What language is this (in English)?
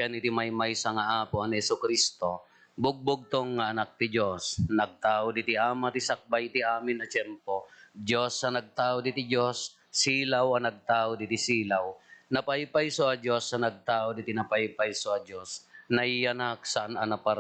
Iloko